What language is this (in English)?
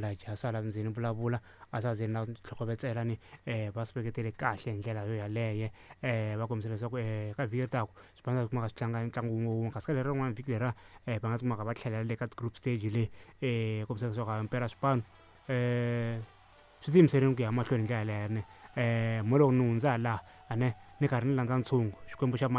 Tsonga